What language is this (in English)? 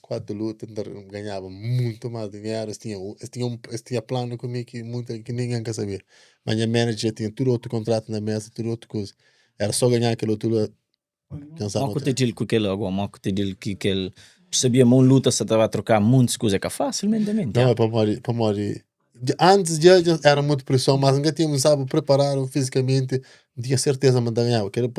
Kabuverdianu